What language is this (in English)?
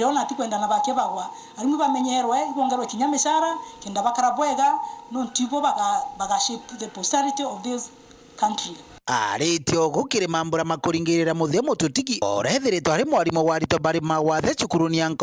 Meru